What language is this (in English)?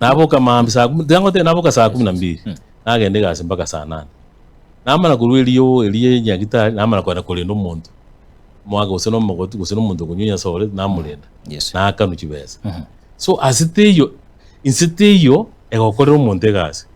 Gusii